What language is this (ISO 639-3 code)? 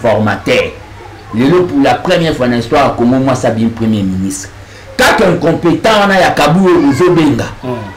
lin